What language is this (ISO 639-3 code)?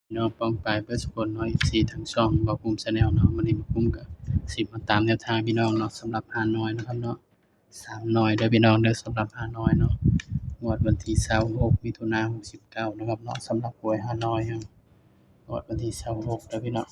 tts